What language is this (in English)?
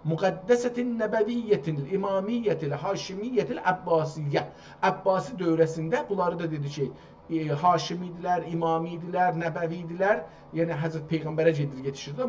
South Azerbaijani